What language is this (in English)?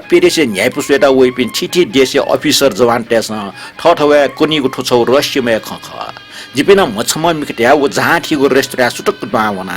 Newari